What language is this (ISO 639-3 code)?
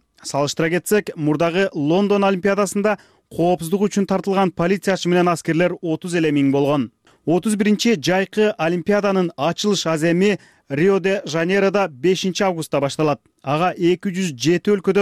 kir